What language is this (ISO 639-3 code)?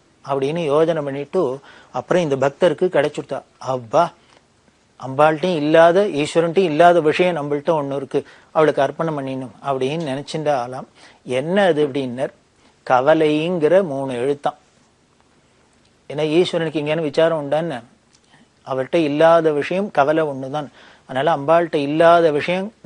tam